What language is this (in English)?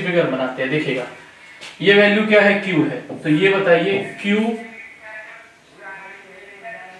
Hindi